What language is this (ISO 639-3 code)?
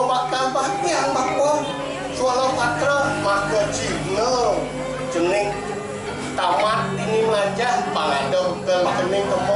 ban